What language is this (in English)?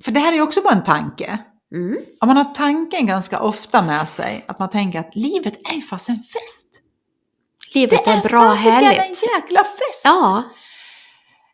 Swedish